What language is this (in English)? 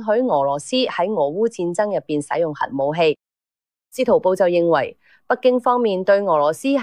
Cantonese